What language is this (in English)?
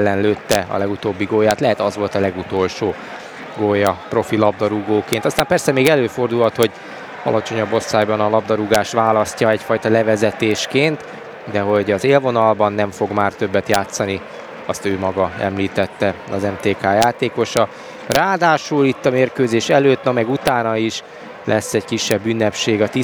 Hungarian